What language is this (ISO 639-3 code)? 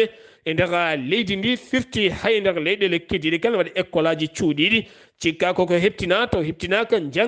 ful